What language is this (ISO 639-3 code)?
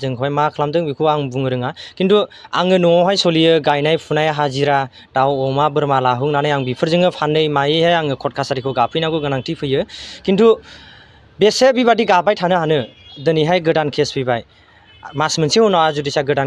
brx